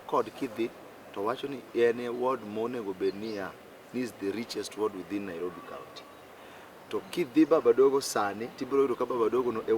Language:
Luo (Kenya and Tanzania)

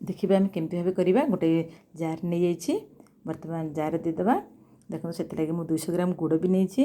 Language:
Odia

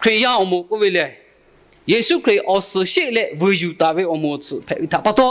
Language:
Lahu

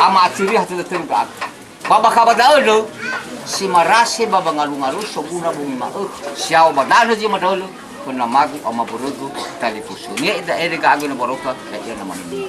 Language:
Nias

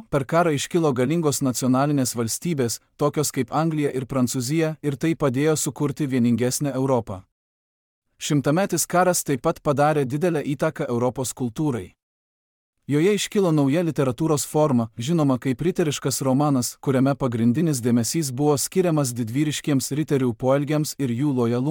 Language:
Lithuanian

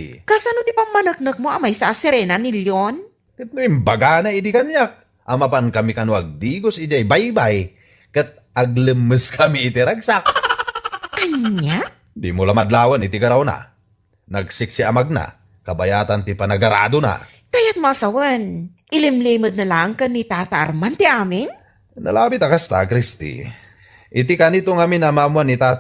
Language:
Iloko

